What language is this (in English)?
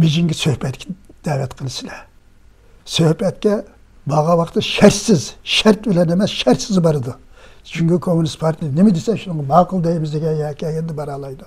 Uyghur